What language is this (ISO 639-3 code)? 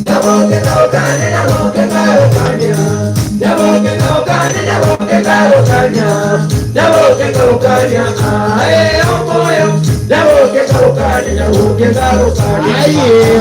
guz